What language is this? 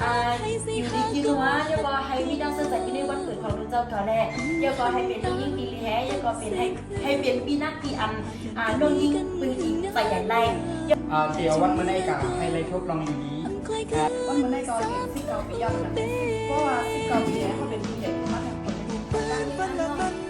Shan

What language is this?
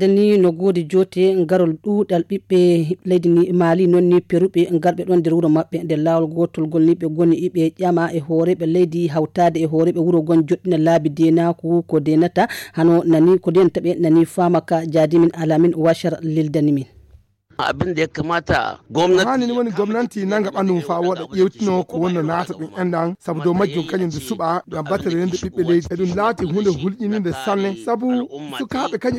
Fula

